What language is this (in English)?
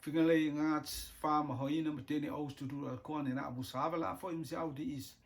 Rotuman